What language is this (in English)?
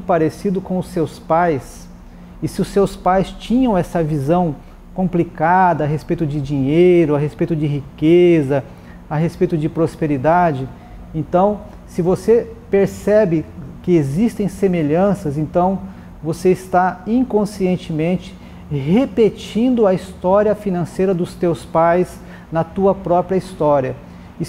Portuguese